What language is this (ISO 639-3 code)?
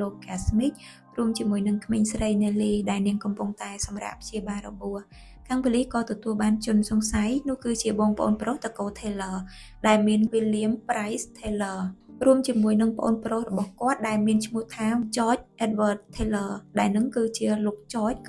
khm